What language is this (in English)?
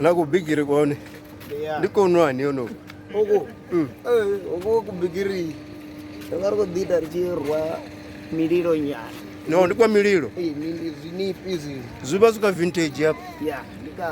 Venda